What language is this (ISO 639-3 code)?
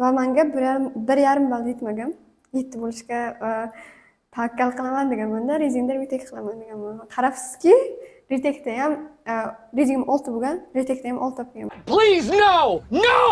uzb